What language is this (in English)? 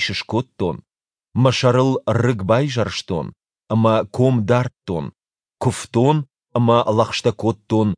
Ossetic